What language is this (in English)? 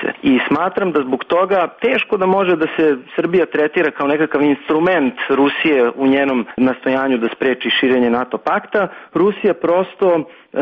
Serbian